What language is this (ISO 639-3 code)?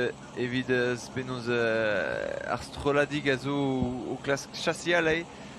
bre